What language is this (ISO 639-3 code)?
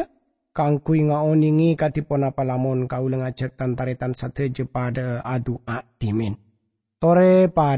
mad